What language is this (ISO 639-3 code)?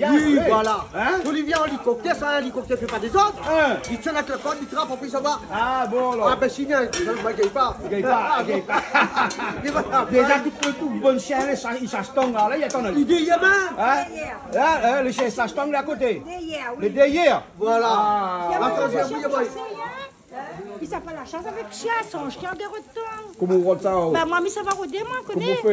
rcf